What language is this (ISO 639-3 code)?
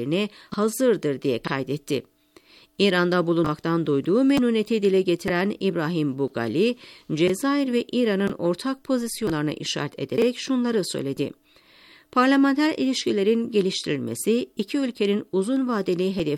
tur